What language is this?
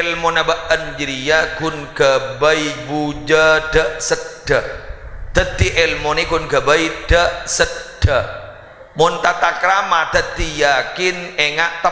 Madurese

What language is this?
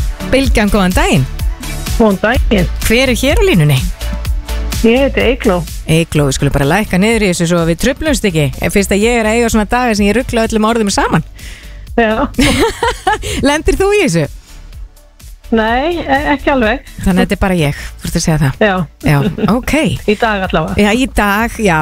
Icelandic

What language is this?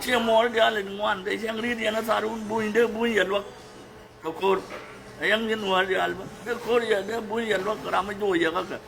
Nuer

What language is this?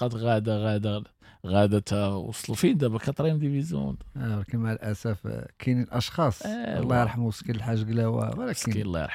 Moroccan Arabic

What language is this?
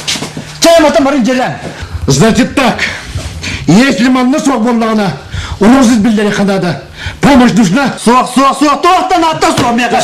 Yakut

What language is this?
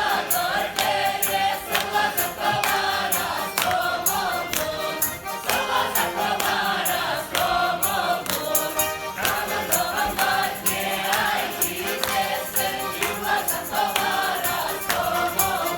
Chuvash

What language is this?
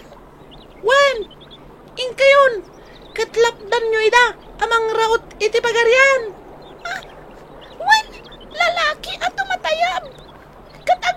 Iloko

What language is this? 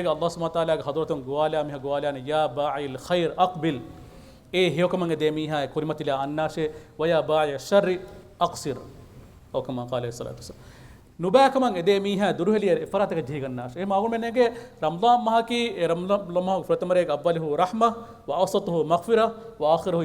Divehi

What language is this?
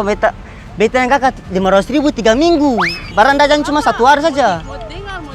Ambonese Malay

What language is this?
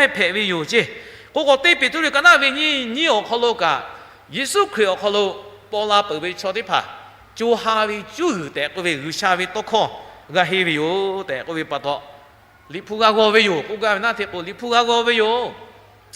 Lahu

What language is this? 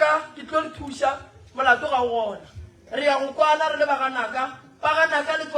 Northern Sotho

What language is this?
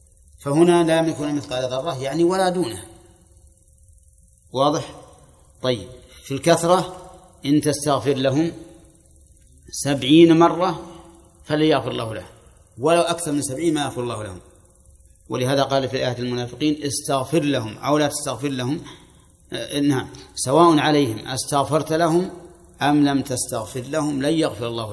Arabic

